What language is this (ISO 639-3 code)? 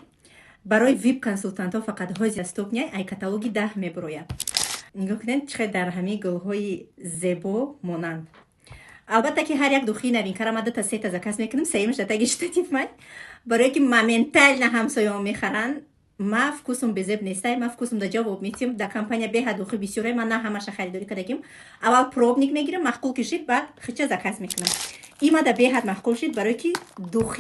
tgk